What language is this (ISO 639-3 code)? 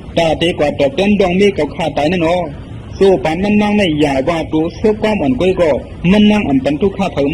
shn